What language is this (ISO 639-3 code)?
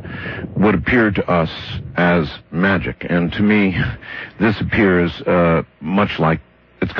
eng